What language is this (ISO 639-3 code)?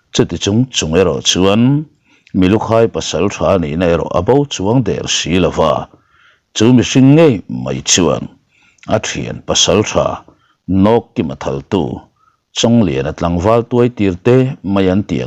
lus